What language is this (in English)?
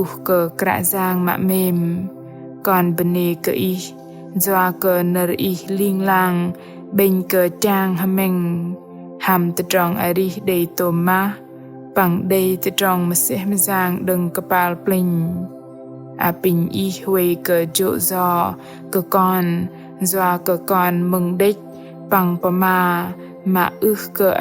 Bahnar